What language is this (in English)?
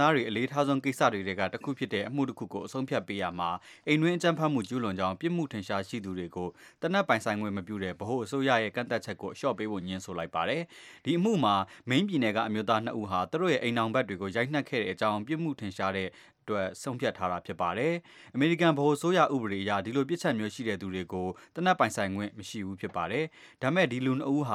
Burmese